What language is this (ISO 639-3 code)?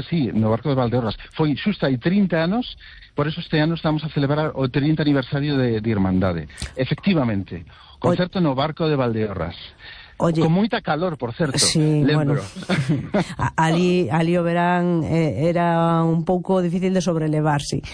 glg